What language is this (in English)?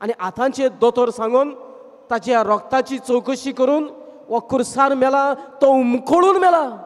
Konkani